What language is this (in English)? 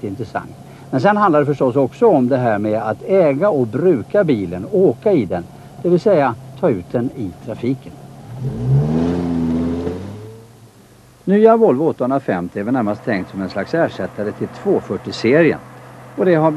Swedish